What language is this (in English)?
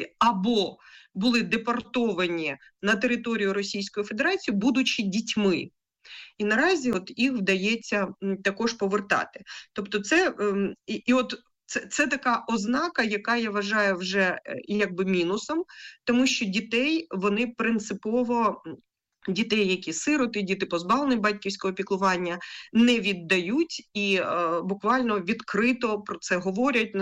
Ukrainian